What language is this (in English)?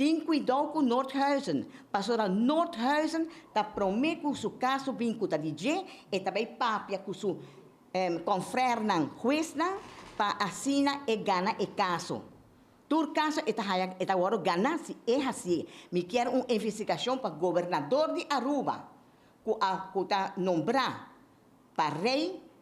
Papiamento